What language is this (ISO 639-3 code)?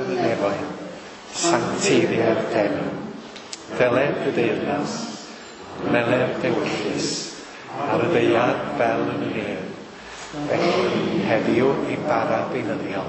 cym